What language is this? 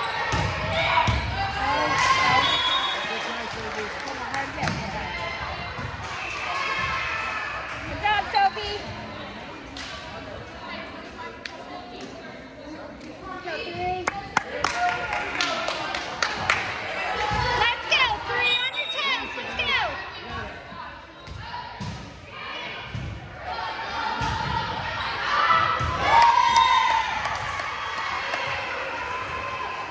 English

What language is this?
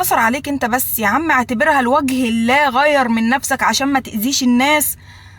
Egyptian Arabic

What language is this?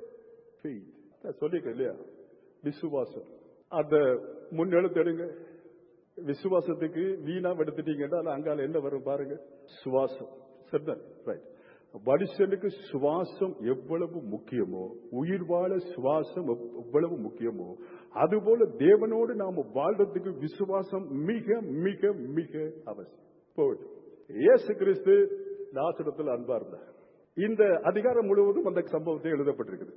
Tamil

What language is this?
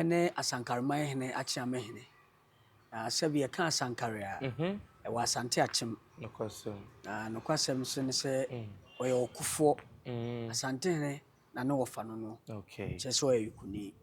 Akan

